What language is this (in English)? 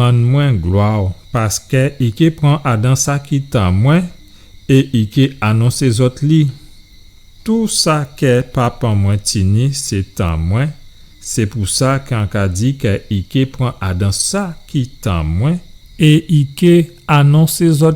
Guadeloupean Creole French